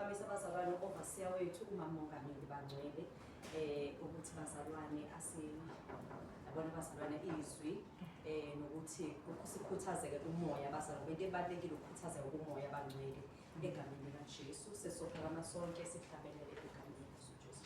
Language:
Zulu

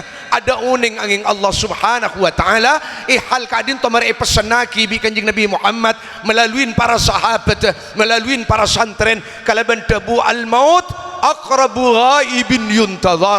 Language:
Madurese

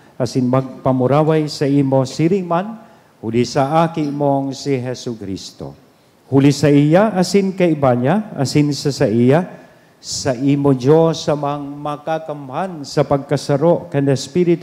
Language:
Bikol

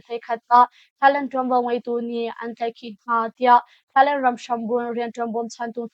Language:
Hakha Chin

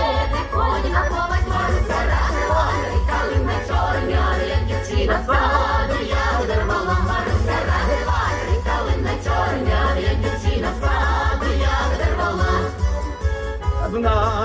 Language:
Ukrainian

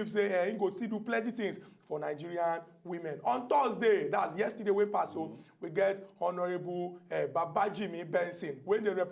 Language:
Nigerian Pidgin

